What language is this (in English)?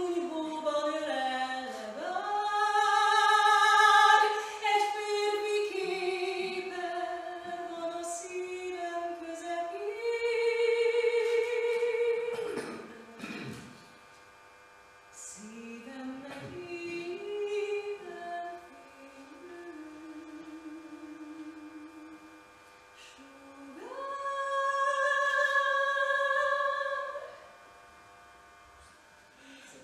Hungarian